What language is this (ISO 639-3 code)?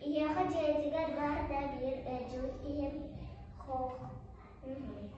sah